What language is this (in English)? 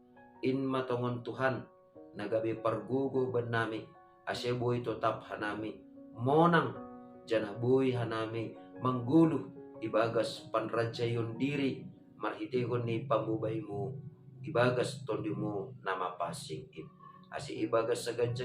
Batak Simalungun